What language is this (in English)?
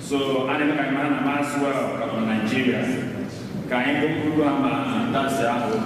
Igbo